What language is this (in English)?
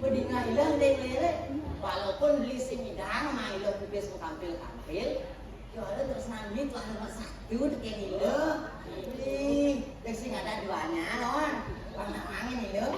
Balinese